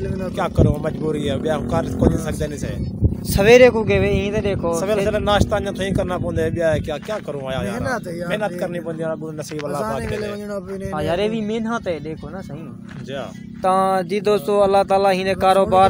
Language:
Saraiki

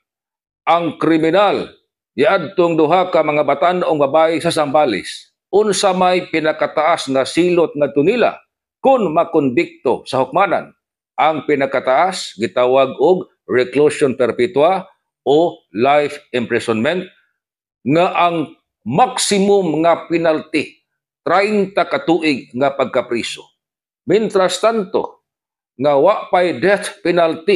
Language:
Cebuano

